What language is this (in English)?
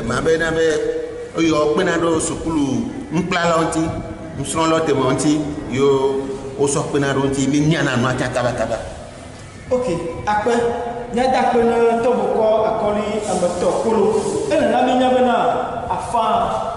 Ewe